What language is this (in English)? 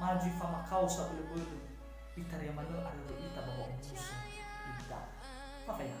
Nias